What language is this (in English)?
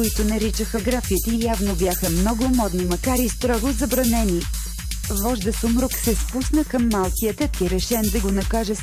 Bulgarian